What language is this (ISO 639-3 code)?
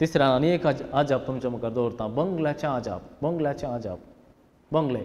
kok